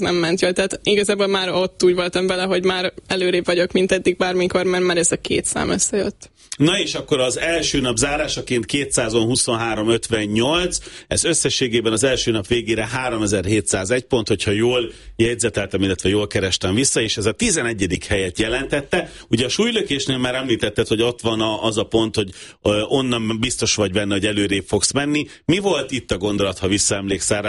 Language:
Hungarian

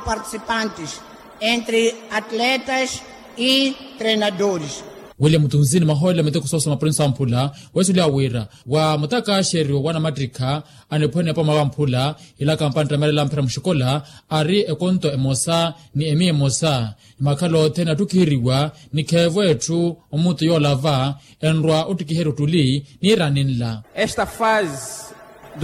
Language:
Makhuwa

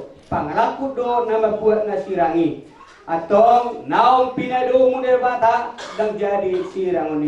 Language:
Batak Toba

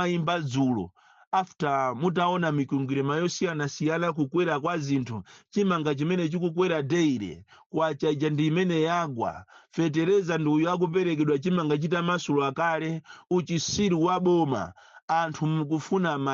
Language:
Nyanja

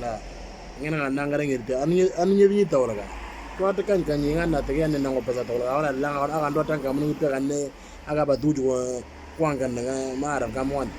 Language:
Moro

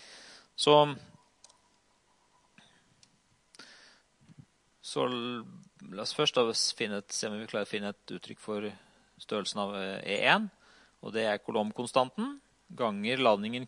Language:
Norwegian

